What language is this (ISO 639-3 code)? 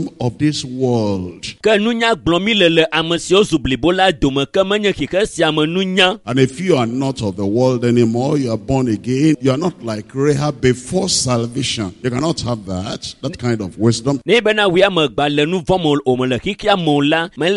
ewe